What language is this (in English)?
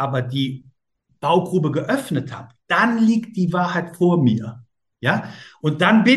German